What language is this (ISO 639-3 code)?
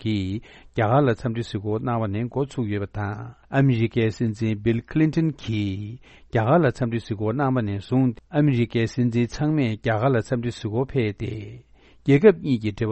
bod